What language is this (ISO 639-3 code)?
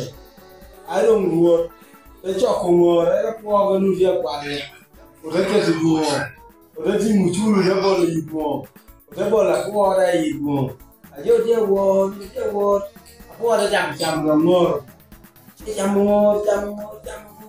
laj